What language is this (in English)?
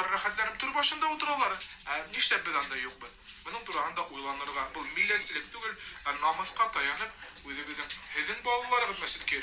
Bashkir